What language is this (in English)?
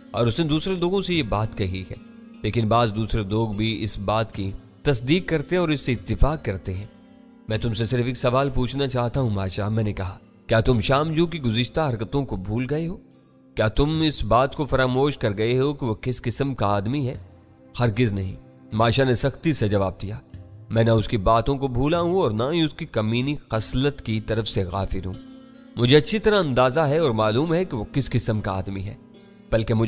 Urdu